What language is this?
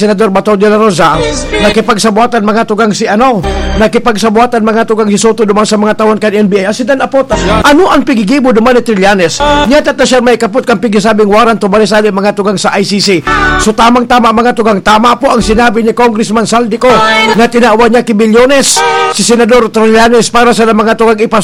Bikol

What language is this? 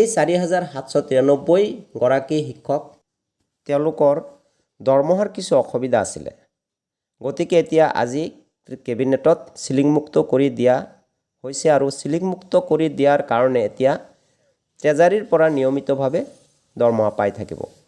Assamese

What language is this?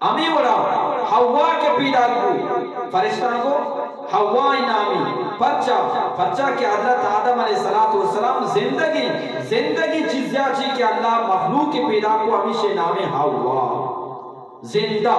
Eastern Balochi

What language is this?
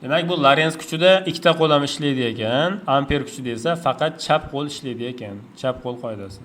Uzbek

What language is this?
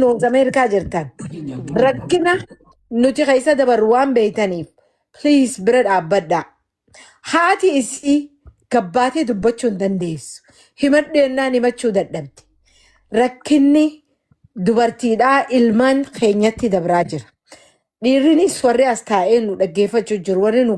Oromo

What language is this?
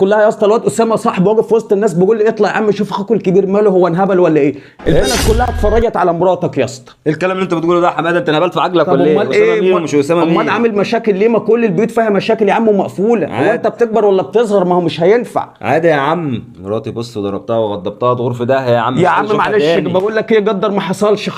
Egyptian Arabic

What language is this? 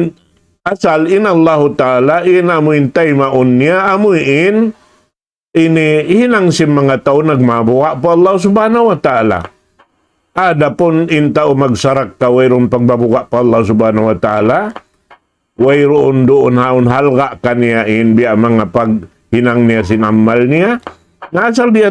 Tausug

